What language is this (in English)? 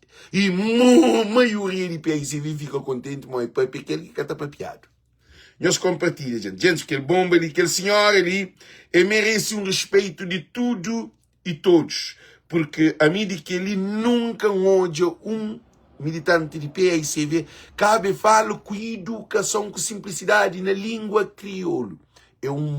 Kabuverdianu